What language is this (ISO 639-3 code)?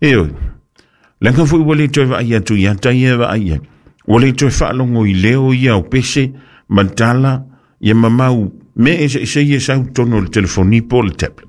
smo